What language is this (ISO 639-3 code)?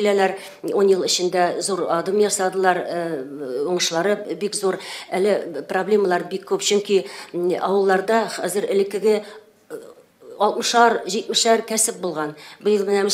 tat